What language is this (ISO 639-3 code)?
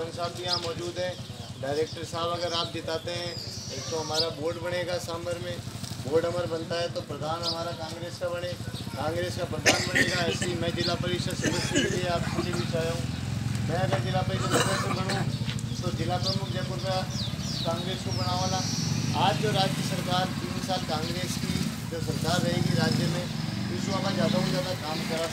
hin